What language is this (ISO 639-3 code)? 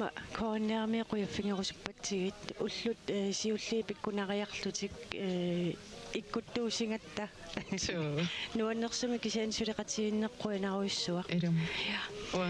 kal